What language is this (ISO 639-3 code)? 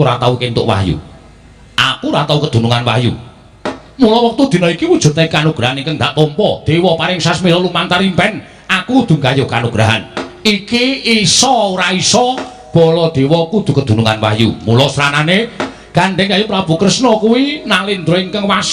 jav